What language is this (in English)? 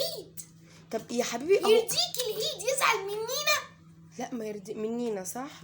Egyptian Arabic